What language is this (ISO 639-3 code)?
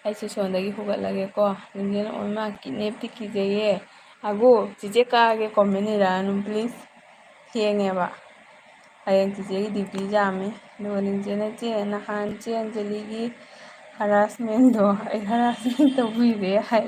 mni